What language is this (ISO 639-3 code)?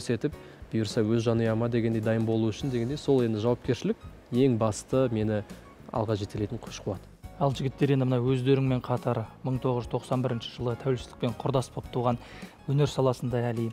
kaz